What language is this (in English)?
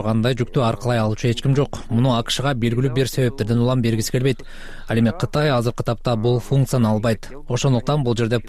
Kyrgyz